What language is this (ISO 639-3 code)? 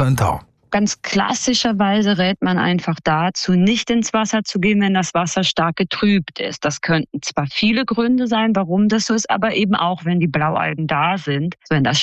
deu